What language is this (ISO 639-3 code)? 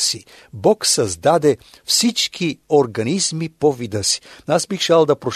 bul